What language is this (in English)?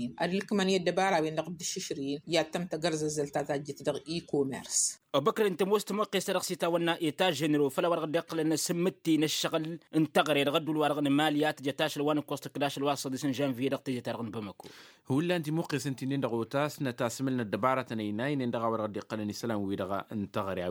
Tamasheq